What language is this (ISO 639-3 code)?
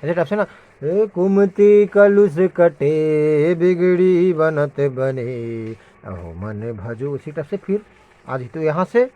hne